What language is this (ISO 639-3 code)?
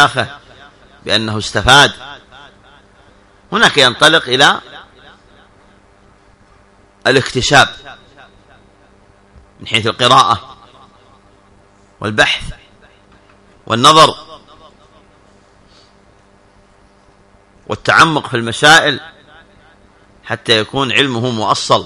ara